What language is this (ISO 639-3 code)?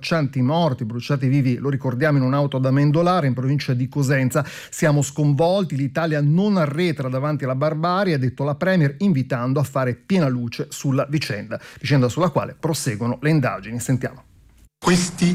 ita